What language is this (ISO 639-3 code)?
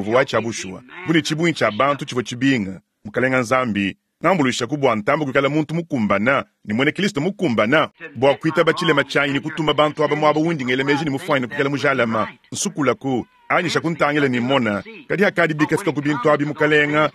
lua